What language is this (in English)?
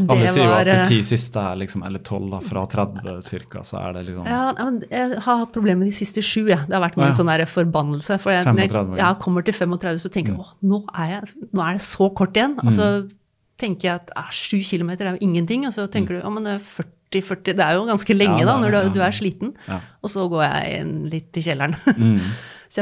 Norwegian